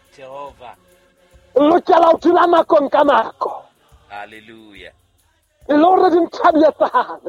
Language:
Southern Sotho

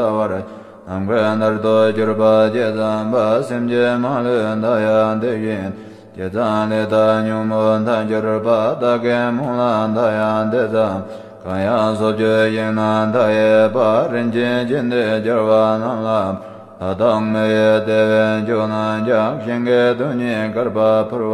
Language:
Tibetan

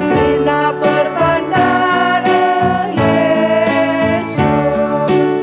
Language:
Batak Karo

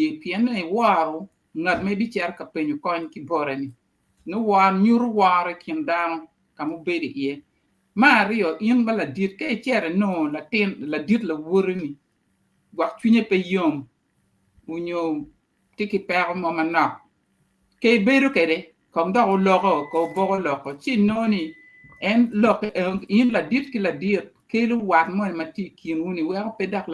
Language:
Acoli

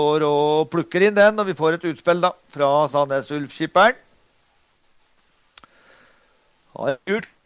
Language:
Norwegian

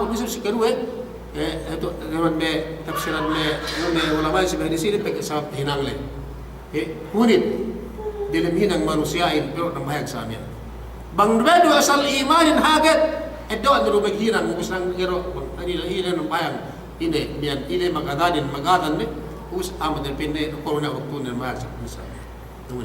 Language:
Yakan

